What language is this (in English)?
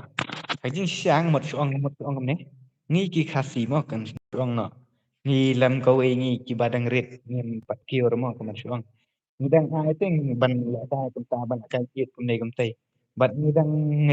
Khasi